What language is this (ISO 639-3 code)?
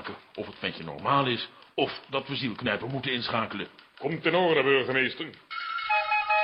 nld